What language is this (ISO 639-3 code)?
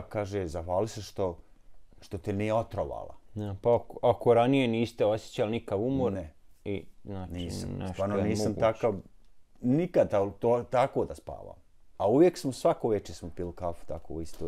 bos